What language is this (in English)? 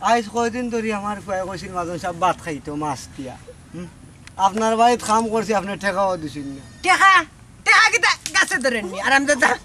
Sylheti